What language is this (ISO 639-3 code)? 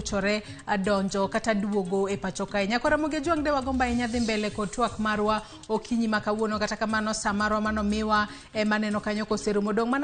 luo